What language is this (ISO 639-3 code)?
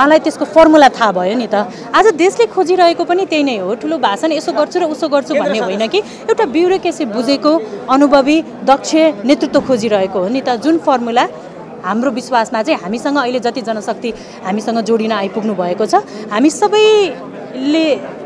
nep